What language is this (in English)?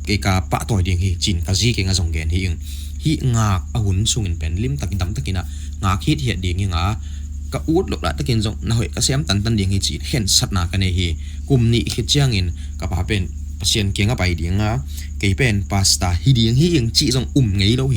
Tedim Chin